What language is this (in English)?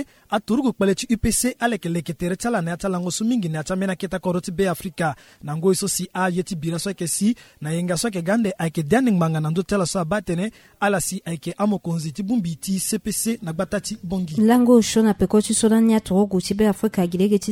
Sango